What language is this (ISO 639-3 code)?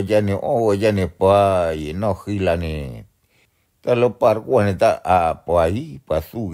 ksw